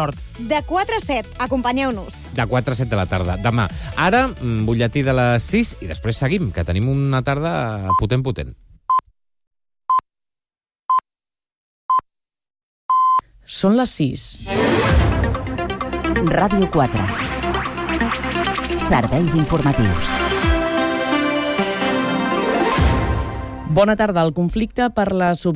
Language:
Catalan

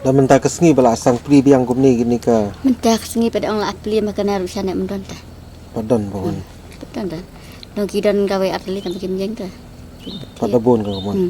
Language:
Khasi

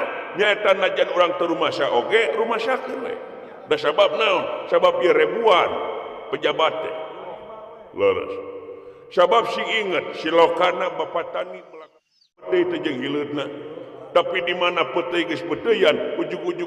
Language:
Sundanese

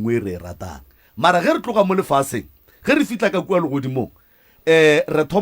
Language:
Northern Sotho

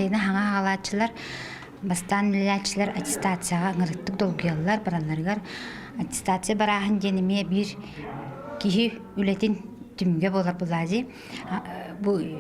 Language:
Yakut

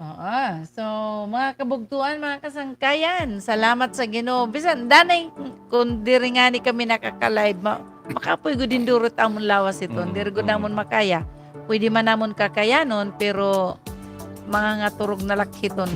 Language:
Waray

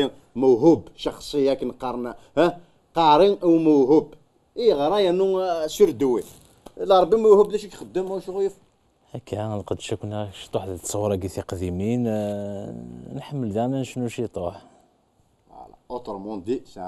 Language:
Kabyle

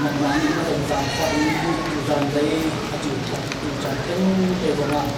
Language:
Hakha Chin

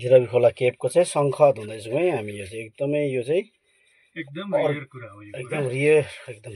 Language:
Nepali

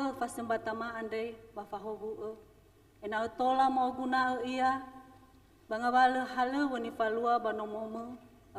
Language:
Nias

